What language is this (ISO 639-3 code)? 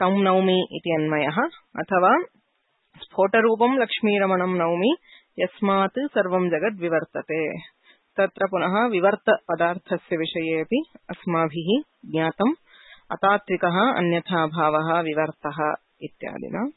san